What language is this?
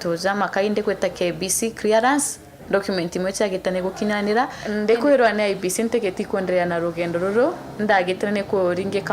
Meru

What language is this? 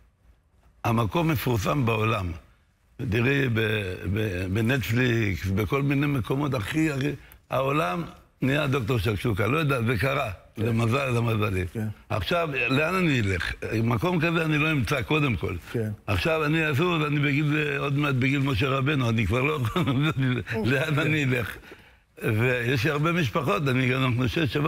Hebrew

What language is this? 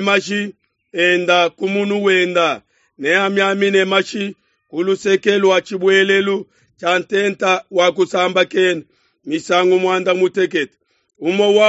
Luba-Lulua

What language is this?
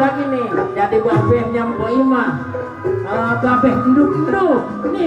Betawi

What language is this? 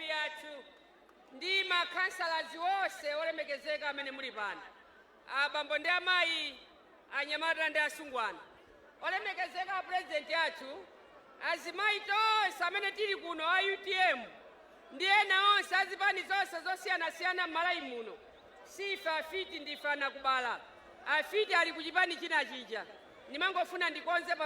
Nyanja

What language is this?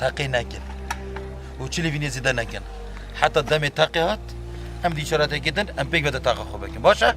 Kurdish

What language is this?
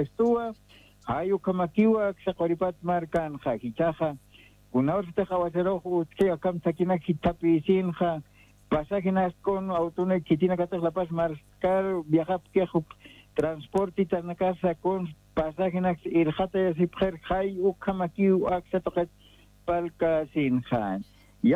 Aymara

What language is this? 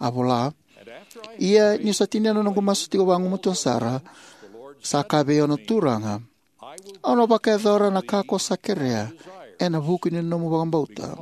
Fijian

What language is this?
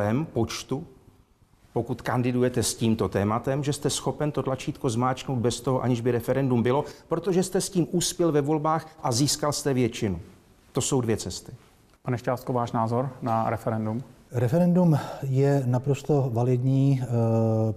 Czech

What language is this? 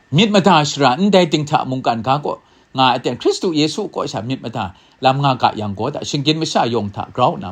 Kachin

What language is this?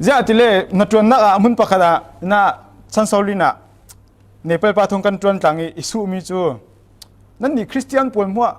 Falam Chin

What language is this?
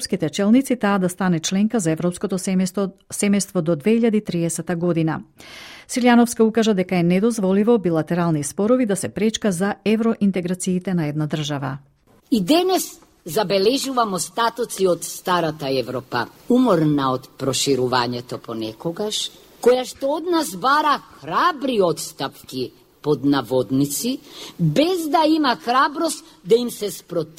Macedonian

